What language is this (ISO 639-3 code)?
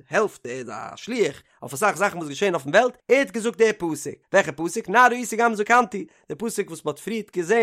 yid